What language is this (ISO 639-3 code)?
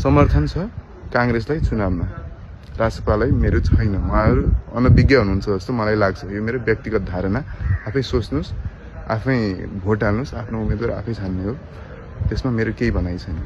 nep